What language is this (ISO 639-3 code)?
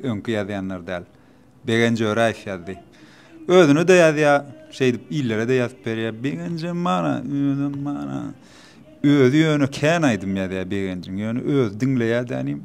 tuk